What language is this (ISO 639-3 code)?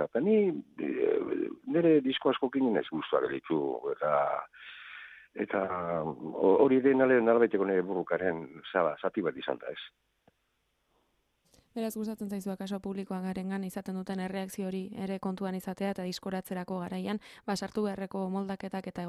eus